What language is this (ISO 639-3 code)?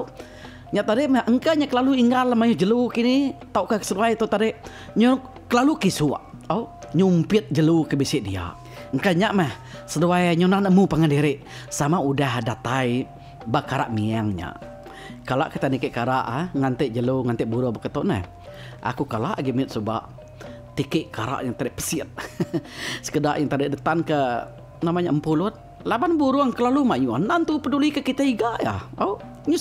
iba